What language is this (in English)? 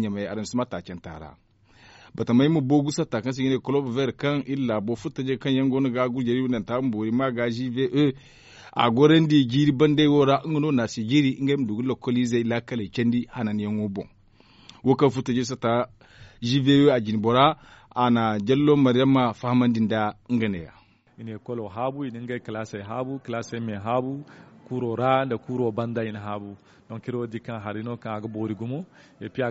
Zarma